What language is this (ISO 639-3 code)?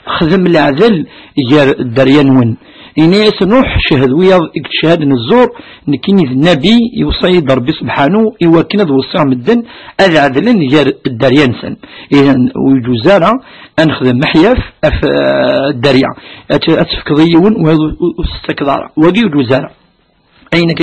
kab